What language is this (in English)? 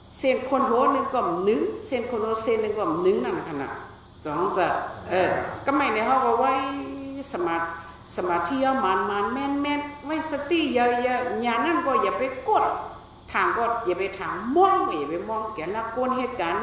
Shan